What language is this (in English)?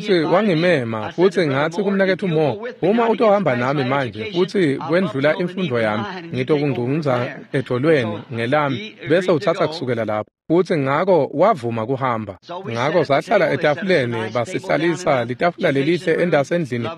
Swati